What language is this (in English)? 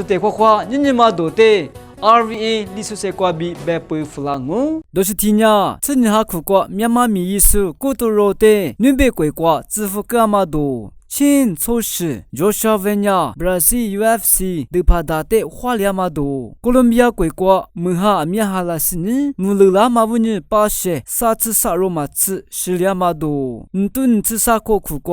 Lisu